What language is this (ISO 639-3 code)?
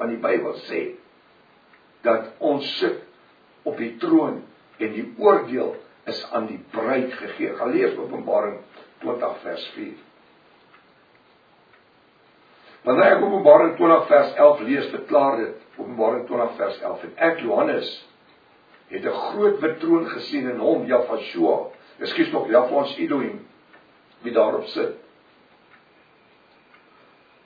afr